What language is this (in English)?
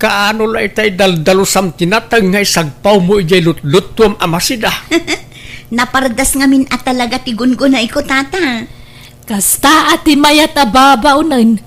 Iloko